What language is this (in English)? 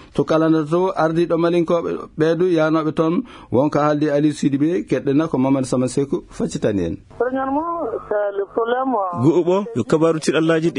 Fula